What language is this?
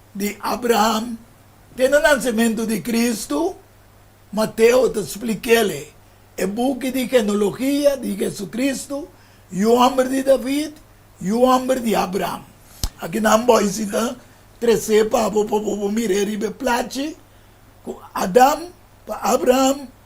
Papiamento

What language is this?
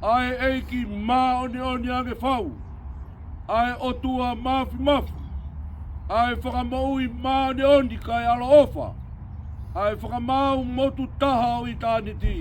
Tongan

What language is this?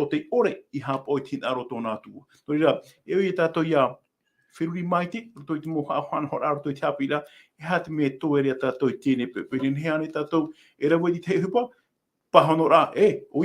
Tahitian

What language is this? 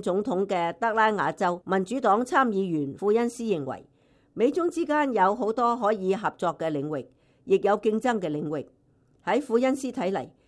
Cantonese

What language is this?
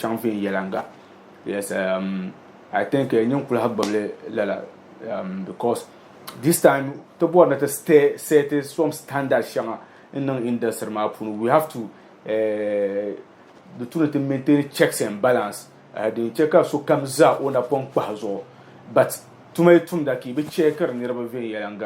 Dagbani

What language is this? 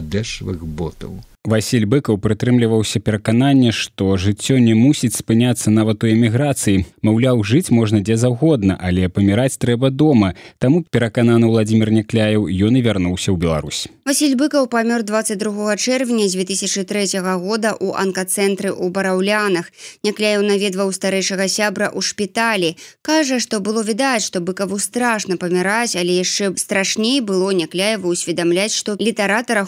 Belarusian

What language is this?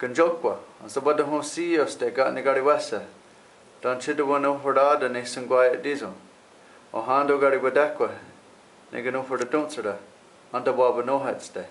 Mohawk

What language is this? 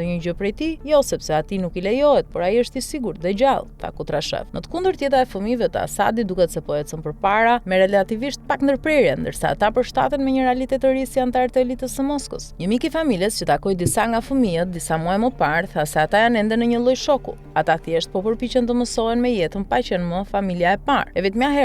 Albanian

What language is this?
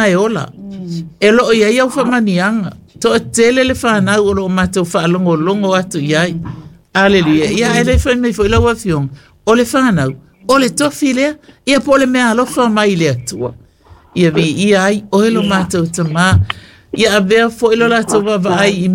Samoan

